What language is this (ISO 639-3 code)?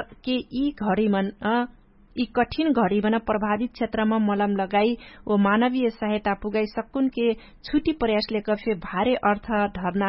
thl